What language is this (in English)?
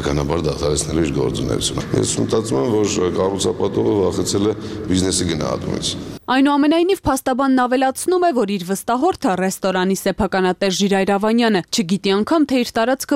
Armenian